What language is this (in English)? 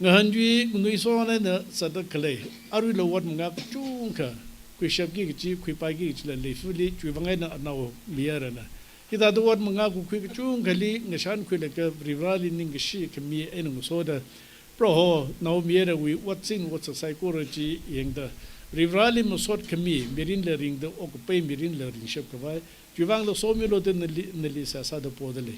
Tangkhul Naga (India)